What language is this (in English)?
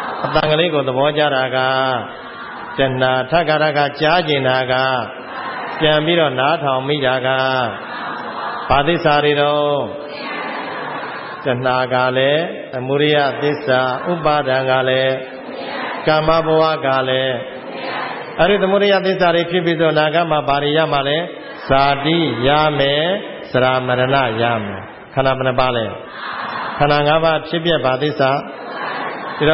Burmese